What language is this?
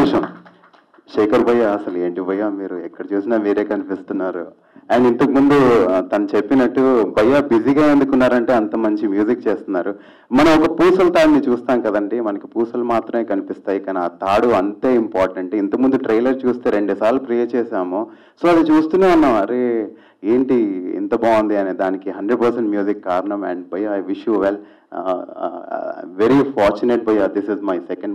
Telugu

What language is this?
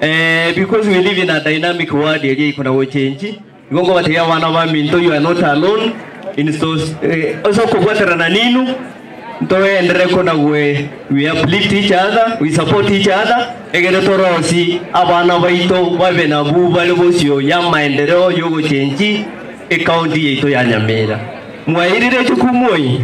Gusii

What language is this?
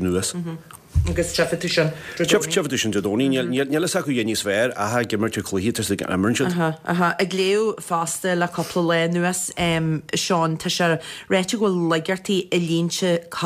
Irish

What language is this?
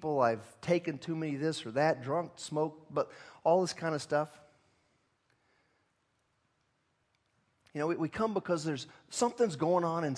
English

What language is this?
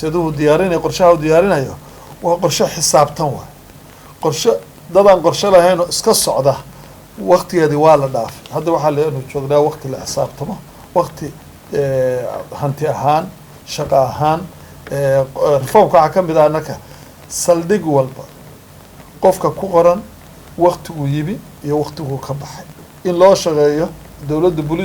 Somali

